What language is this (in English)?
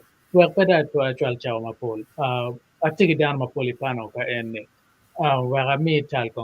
Acoli